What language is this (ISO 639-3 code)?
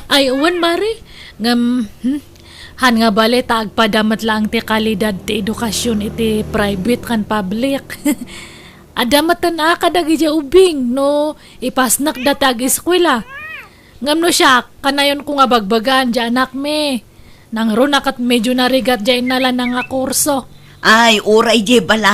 ilo